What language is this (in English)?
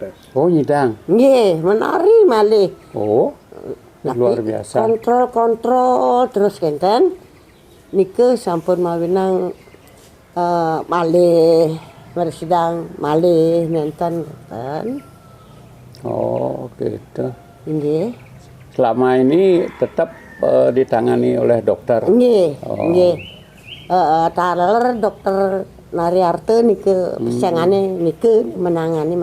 Balinese